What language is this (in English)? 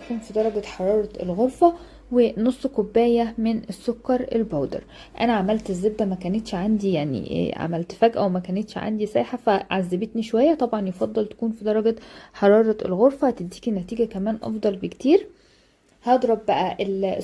Egyptian Arabic